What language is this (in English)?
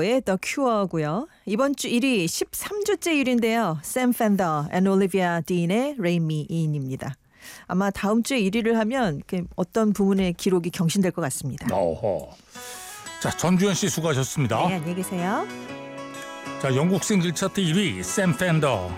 Korean